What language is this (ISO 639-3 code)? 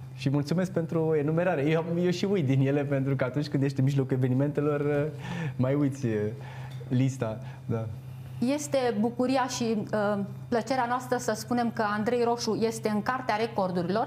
ron